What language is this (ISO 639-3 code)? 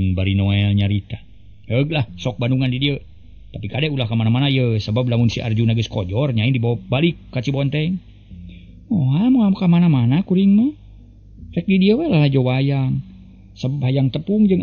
sun